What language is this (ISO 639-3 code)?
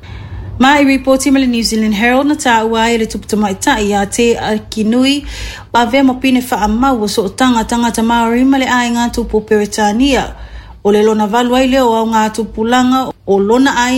smo